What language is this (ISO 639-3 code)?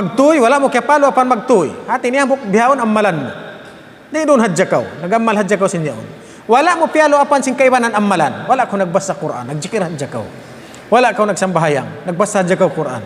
tsg